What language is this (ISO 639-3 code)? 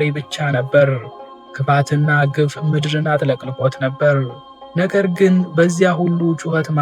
amh